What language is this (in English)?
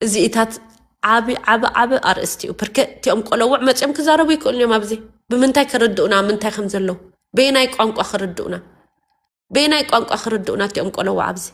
Tigrinya